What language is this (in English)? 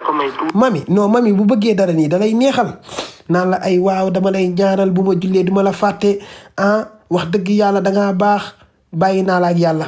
Wolof